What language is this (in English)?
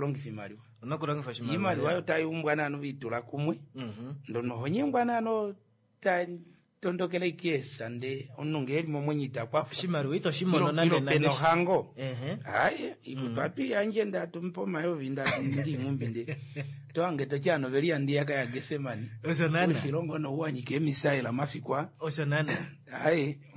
Kuanyama